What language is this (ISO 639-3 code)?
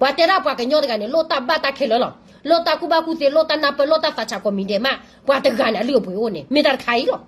ksw